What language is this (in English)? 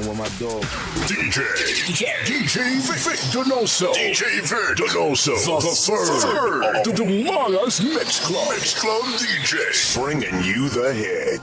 Hiligaynon